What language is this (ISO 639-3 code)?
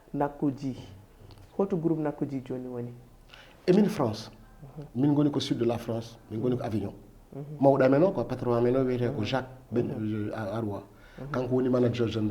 ful